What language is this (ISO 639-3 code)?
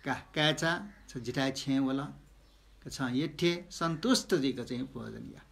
new